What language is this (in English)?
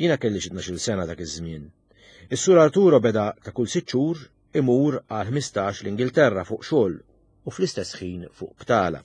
Maltese